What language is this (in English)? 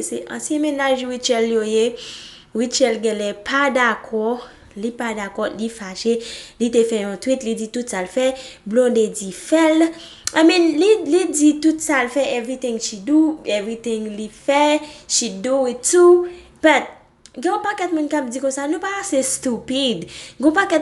Haitian Creole